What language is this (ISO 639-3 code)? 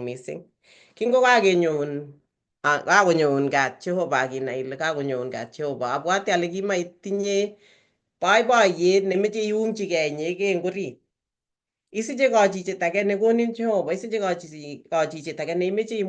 kln